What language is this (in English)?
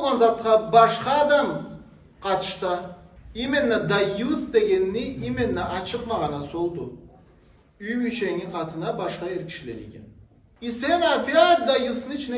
Karachay-Balkar